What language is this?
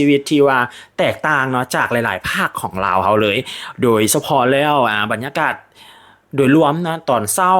Lao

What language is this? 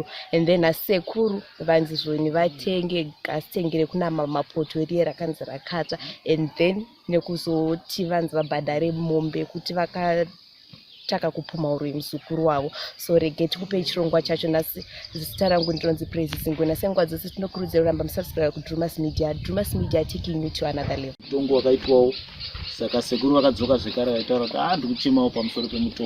Shona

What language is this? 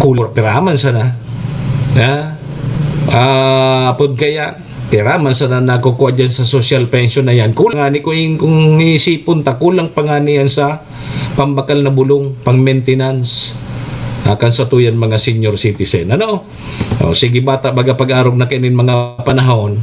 Bikol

